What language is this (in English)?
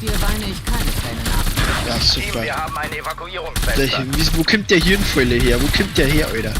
Bavarian